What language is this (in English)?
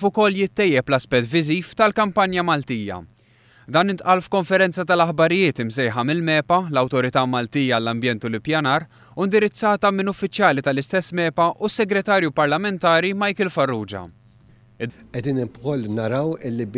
Maltese